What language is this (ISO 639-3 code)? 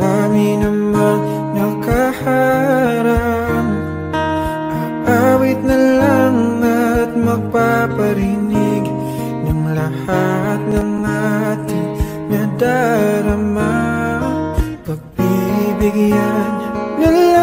fil